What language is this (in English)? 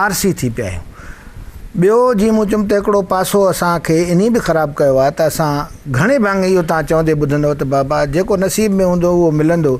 Sindhi